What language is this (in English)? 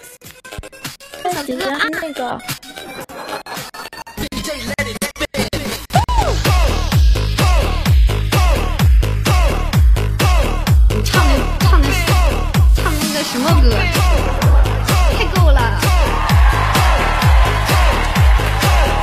Chinese